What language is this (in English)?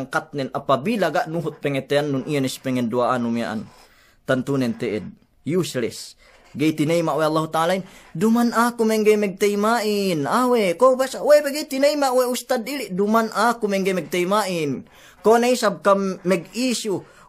Yakan